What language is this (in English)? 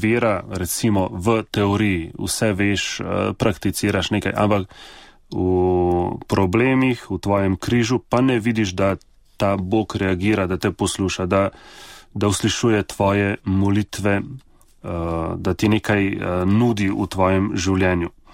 Slovenian